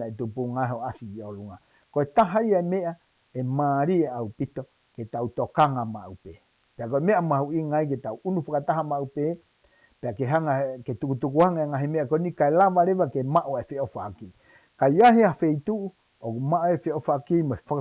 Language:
Tongan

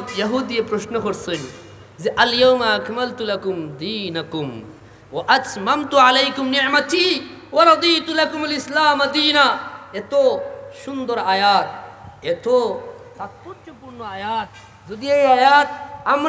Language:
Sylheti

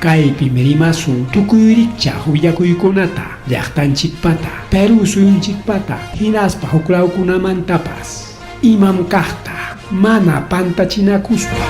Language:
Ayacucho Quechua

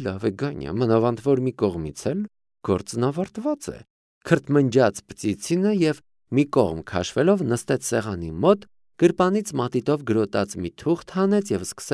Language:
Armenian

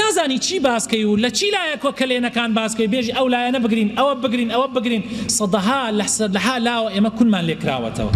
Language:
Central Kurdish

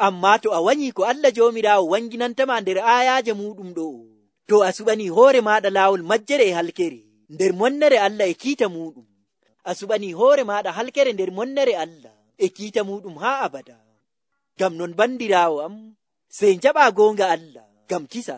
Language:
Nigerian Fulfulde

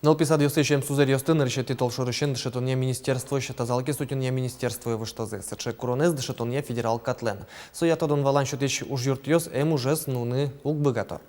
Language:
Udmurt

